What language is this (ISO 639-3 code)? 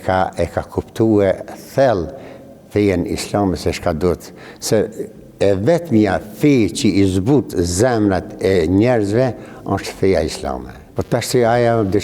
sqi